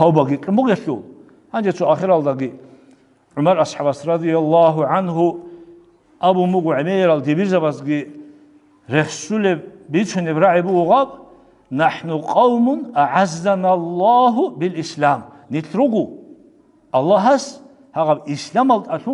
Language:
Avaric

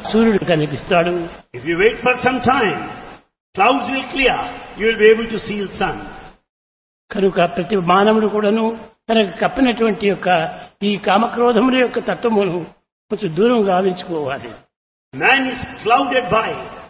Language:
Telugu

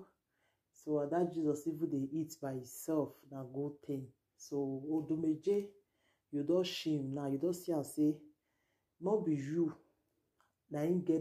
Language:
Nigerian Pidgin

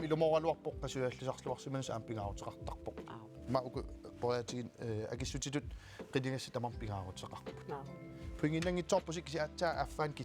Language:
Kalaallisut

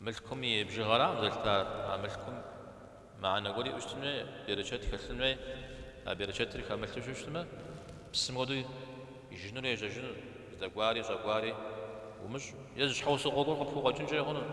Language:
Kabardian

